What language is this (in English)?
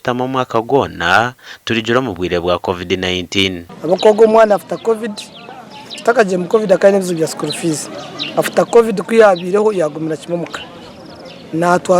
Nyankole